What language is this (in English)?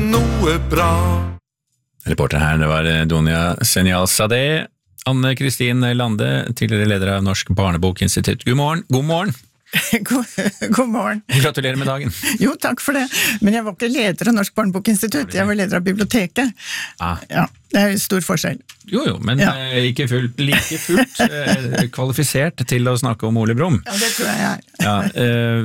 Norwegian